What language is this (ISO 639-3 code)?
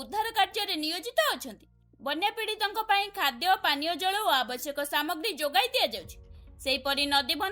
ori